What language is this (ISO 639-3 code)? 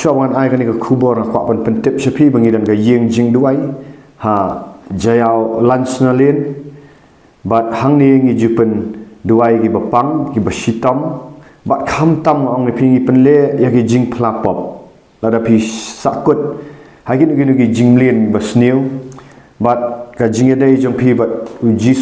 kha